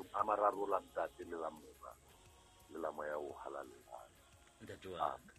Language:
Southern Sotho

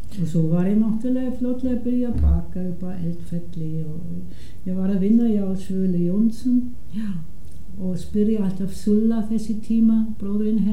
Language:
Icelandic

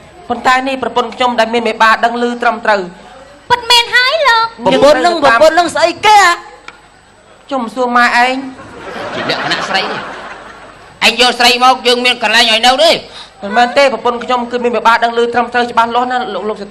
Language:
Khmer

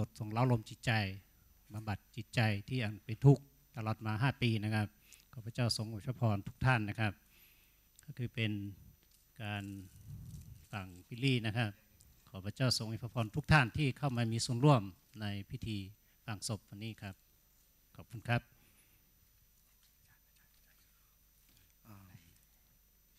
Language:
Thai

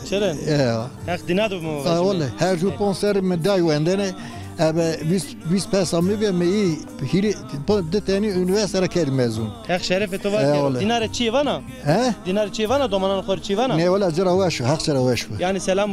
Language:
Zaza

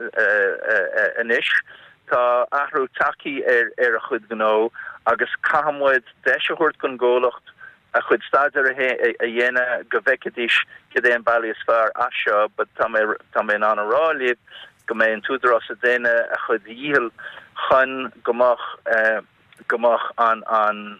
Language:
Irish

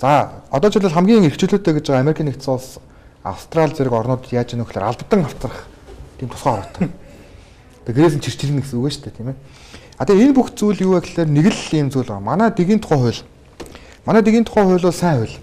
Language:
Mongolian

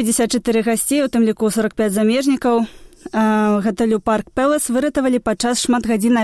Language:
Belarusian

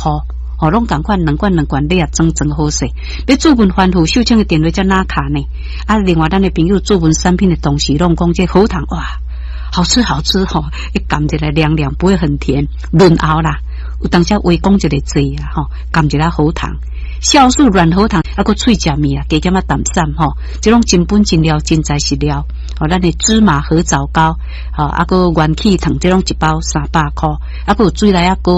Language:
Min Nan Chinese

